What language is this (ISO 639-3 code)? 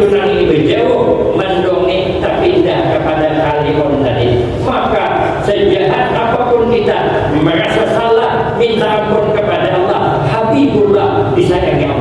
bjn